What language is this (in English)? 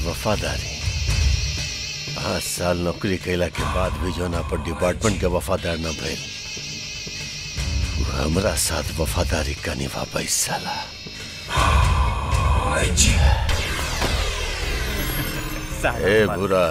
Bhojpuri